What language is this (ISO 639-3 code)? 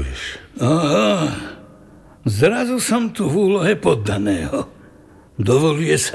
slk